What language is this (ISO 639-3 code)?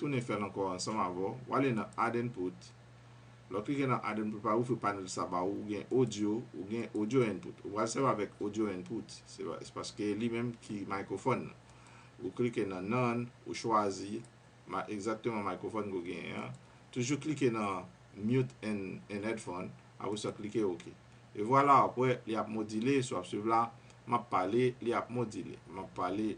hat